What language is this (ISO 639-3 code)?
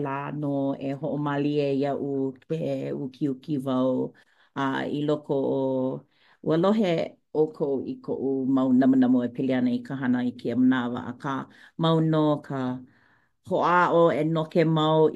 haw